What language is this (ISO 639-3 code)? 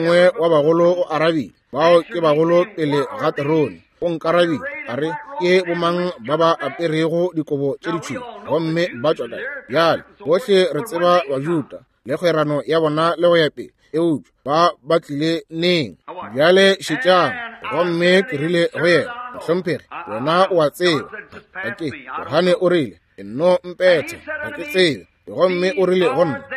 nso